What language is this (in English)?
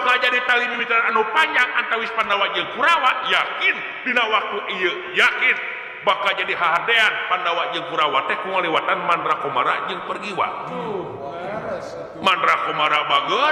Sundanese